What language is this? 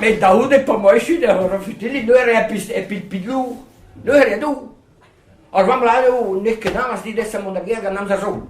Breton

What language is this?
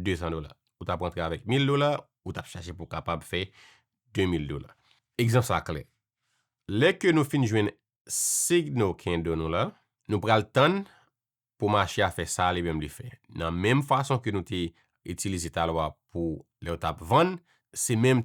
Haitian Creole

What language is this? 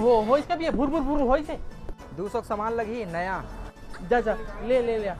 Chhattisgarhi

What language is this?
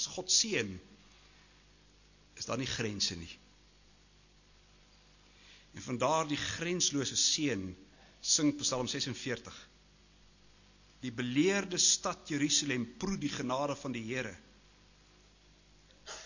Afrikaans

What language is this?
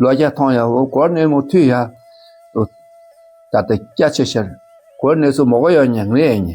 Dakpakha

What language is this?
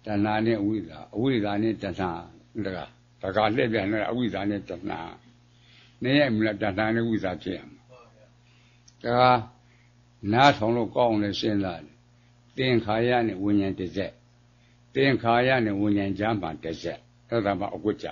Burmese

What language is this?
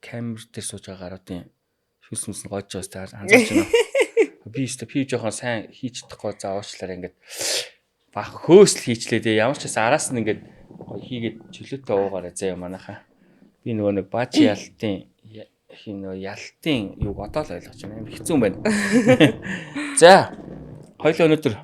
Mongolian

